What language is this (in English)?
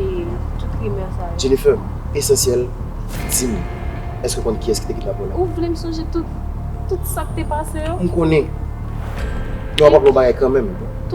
Haitian Creole